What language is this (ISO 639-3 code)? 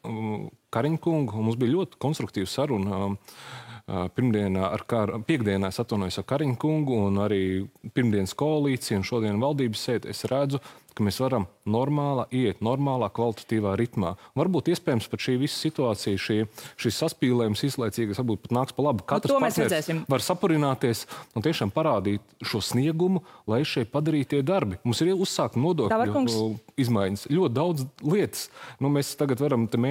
lav